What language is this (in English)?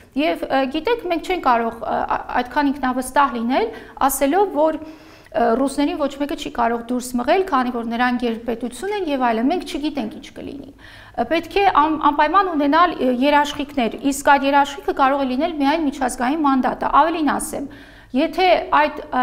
Armenian